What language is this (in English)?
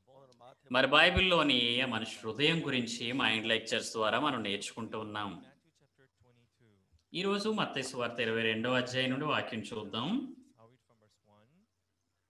Telugu